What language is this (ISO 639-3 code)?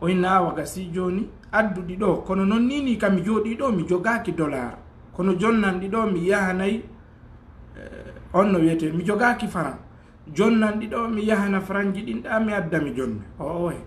ful